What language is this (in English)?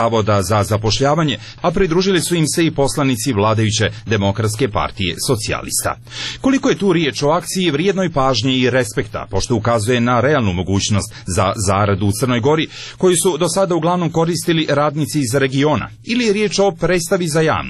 Serbian